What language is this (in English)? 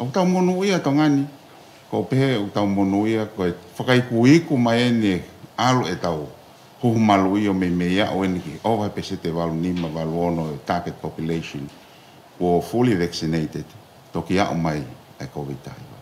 Tongan